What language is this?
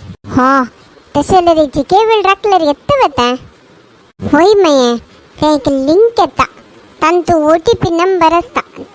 Konkani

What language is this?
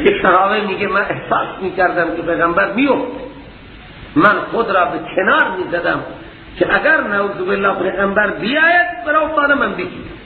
Persian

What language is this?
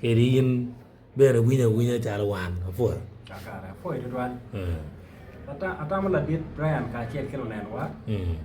Acoli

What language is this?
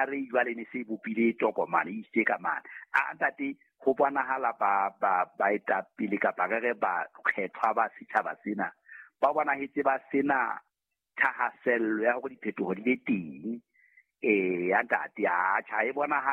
Southern Sotho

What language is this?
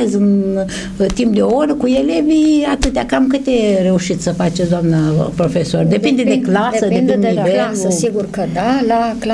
Romanian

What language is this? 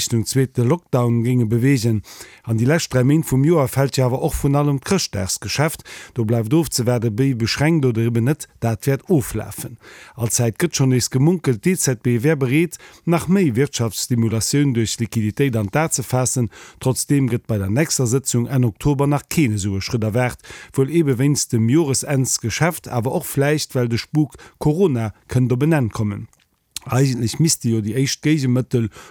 Luxembourgish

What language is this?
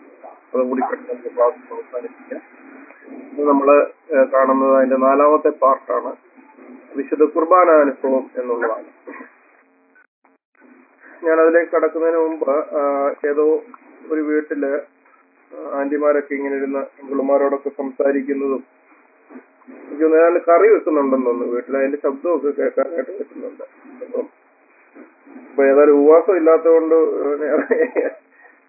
Malayalam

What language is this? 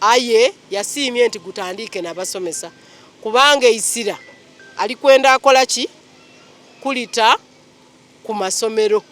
Soga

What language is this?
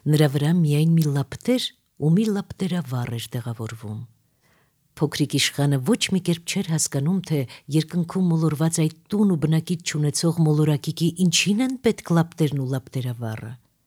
Armenian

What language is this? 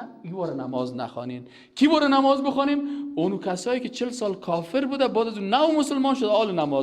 Persian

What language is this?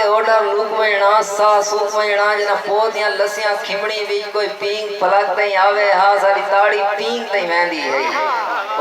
Saraiki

